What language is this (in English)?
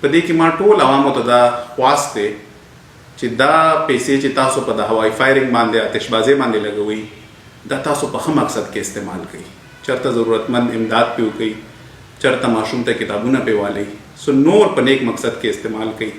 Pashto